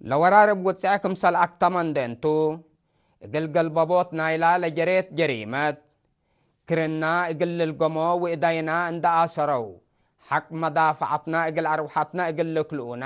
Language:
Tigre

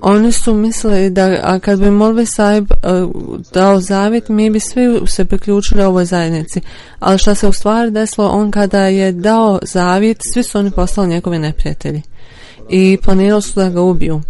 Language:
Bosnian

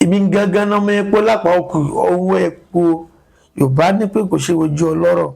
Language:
Yoruba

